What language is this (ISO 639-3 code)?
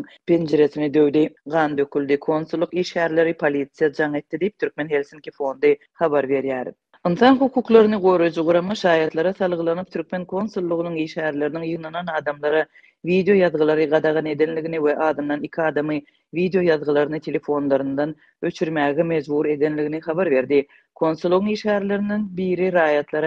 tuk